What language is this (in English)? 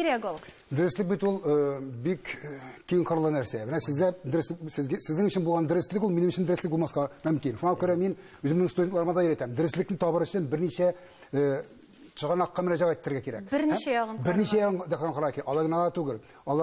Tatar